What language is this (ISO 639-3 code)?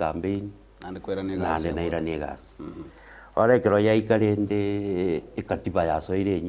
guz